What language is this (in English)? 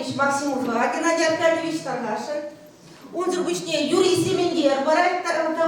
Chuvash